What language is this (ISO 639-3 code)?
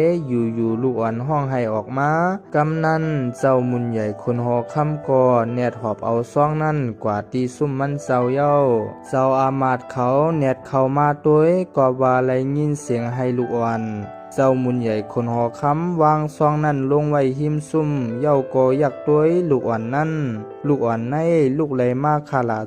shn